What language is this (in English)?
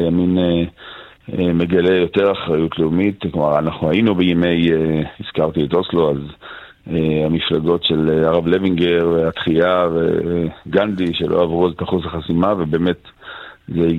Hebrew